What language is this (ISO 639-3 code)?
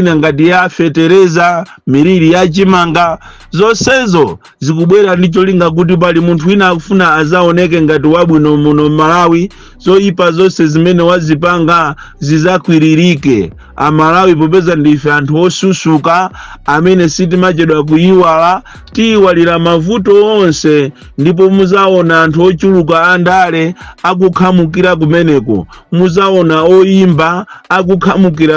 nya